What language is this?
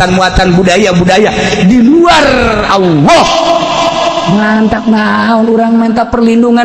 Sundanese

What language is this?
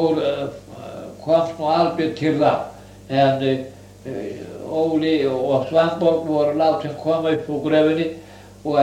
Icelandic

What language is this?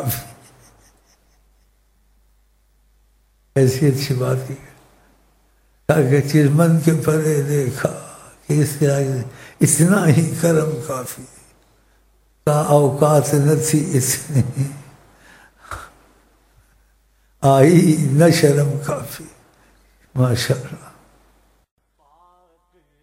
Urdu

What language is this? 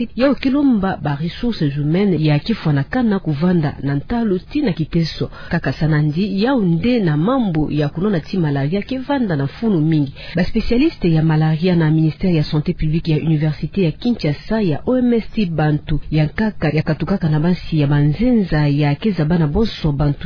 Kituba (Democratic Republic of Congo)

